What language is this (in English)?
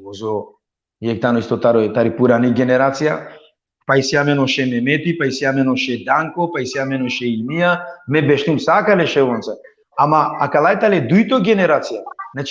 Balkan Romani